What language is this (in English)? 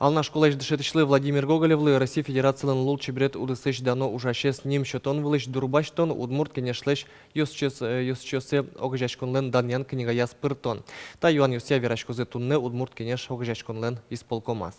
Udmurt